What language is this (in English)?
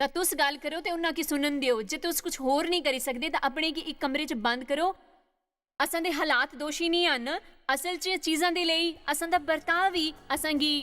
Dogri